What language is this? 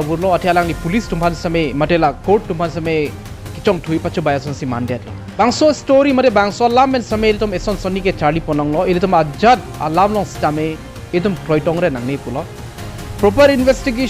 Karbi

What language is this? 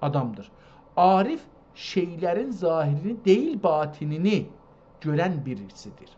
South Azerbaijani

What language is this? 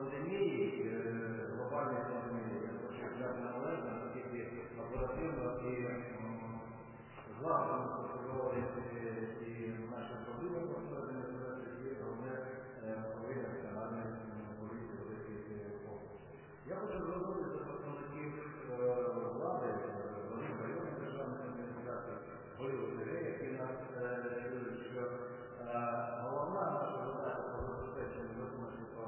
Ukrainian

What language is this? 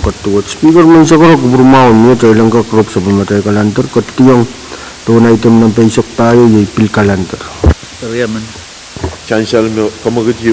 Pohnpeian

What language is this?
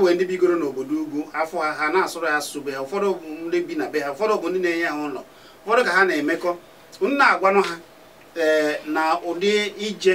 Igbo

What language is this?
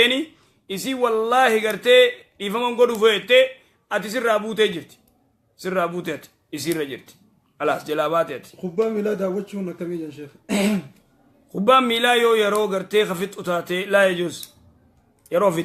Oromo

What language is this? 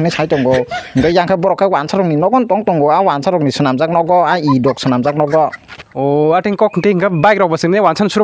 Kok Borok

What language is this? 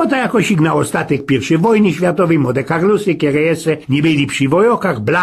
Silesian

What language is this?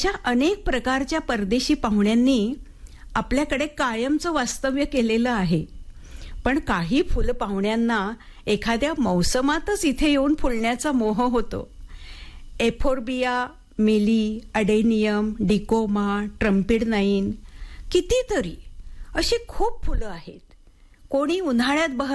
Marathi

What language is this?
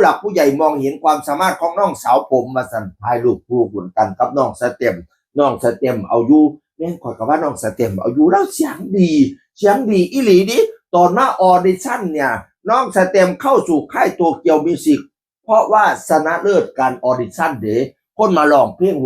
Northeastern Thai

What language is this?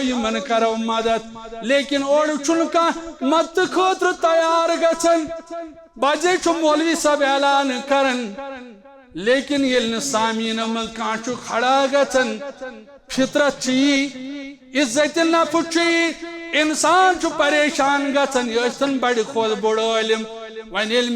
Kashmiri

